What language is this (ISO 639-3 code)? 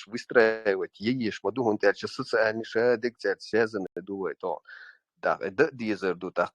che